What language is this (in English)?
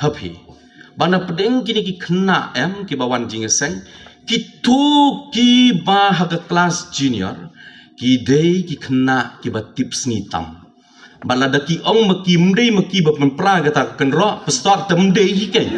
Khasi